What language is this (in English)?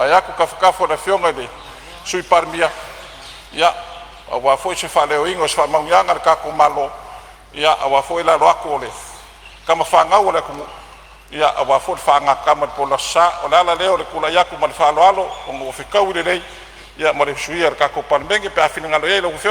Samoan